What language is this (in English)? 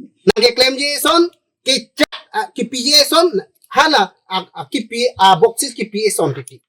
Karbi